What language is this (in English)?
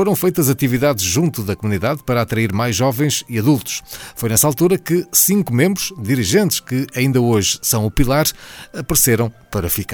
Portuguese